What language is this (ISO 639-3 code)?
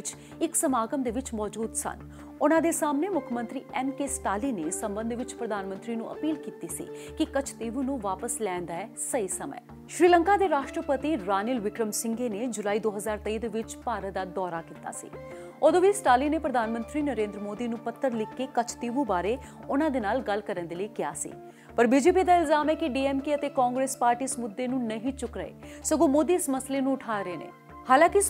pan